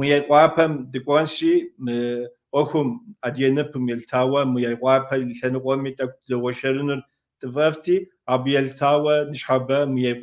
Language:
Kabardian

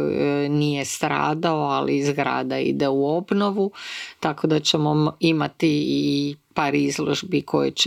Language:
Croatian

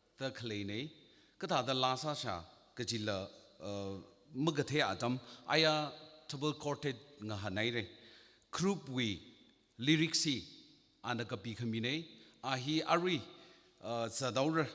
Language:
Tangkhul Naga (India)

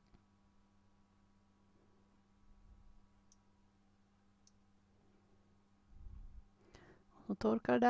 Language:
Swedish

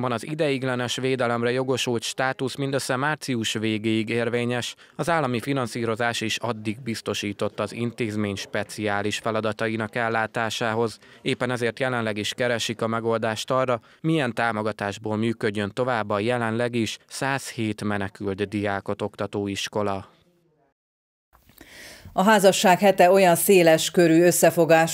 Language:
Hungarian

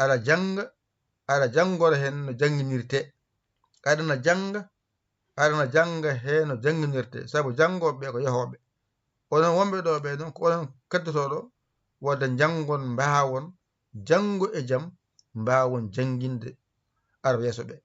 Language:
Fula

